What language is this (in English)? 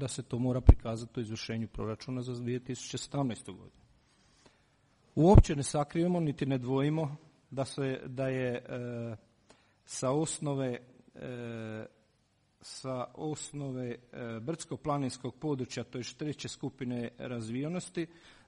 Croatian